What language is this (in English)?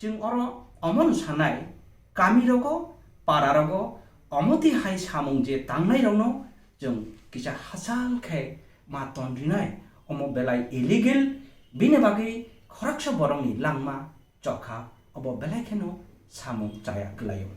Kok Borok